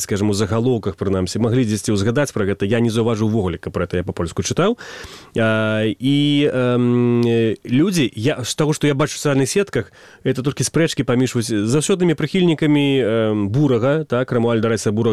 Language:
Belarusian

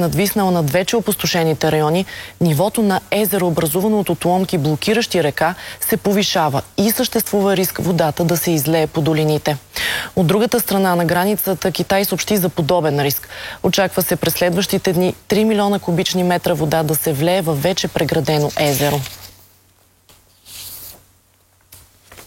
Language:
Bulgarian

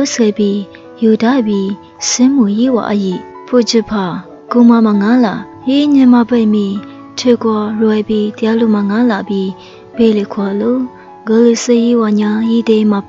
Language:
Lisu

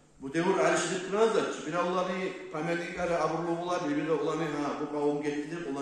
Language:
Kumyk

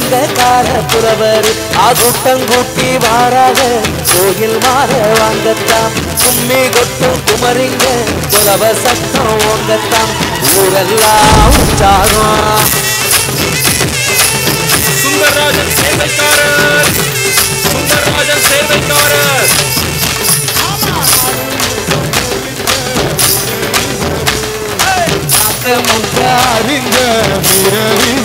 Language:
Tamil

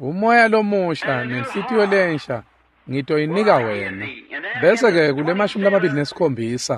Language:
Swati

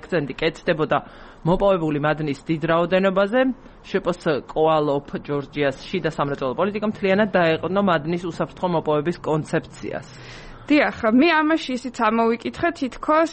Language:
Georgian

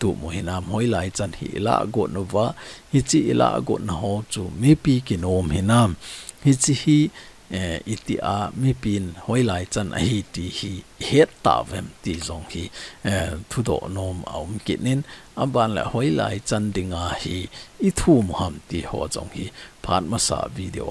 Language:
Thado Chin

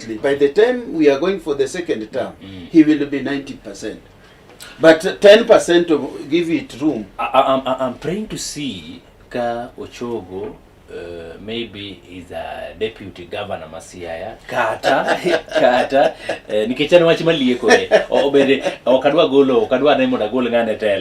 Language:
Luo (Kenya and Tanzania)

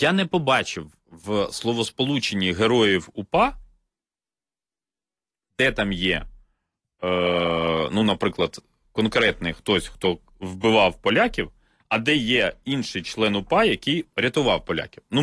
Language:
Ukrainian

